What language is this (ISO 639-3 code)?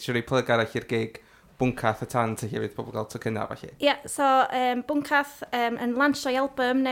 cym